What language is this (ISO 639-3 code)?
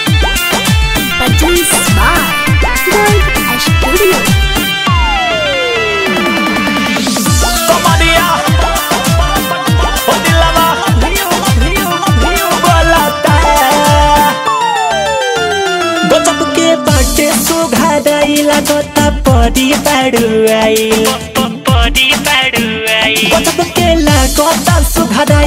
bho